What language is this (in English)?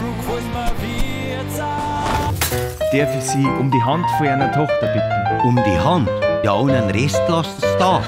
Bavarian